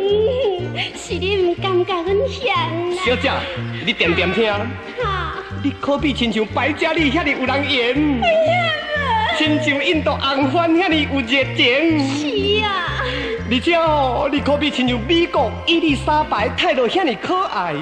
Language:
Min Nan Chinese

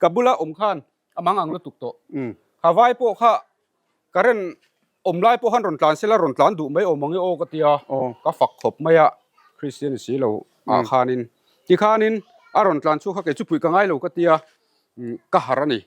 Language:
Mizo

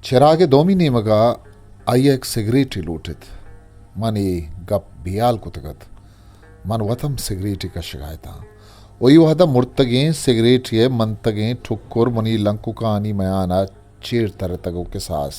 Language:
Eastern Balochi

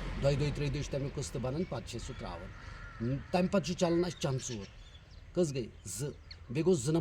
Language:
Kashmiri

